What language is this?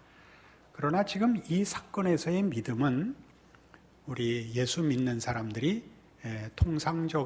Korean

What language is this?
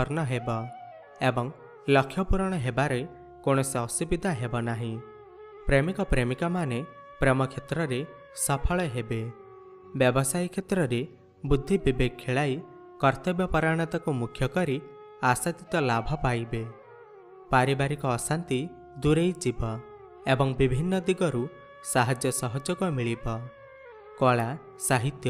Odia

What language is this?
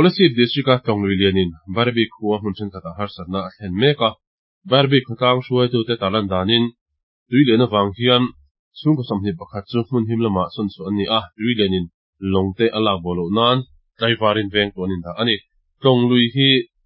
Mizo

